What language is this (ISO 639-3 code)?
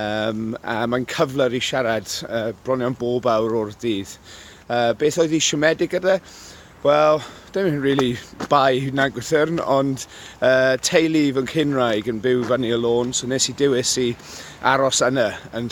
cym